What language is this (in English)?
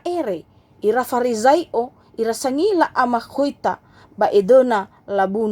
Nias